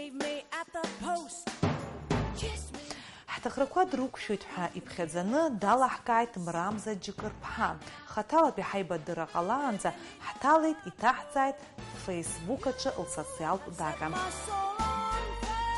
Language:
Abkhazian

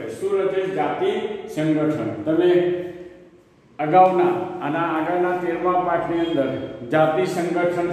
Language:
Gujarati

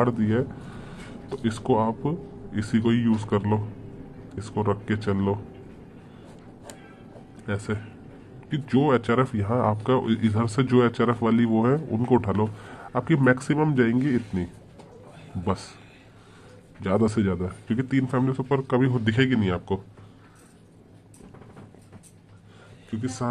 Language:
Hindi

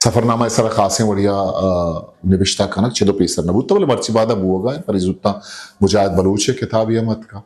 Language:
Eastern Balochi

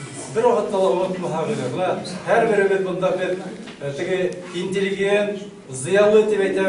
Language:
Bashkir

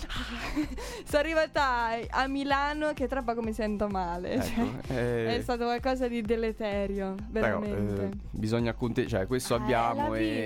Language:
Italian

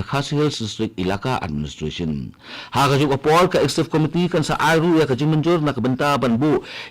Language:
Khasi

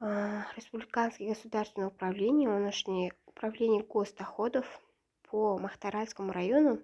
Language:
Kazakh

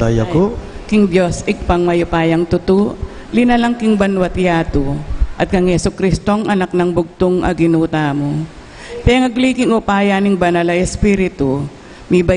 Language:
Pampanga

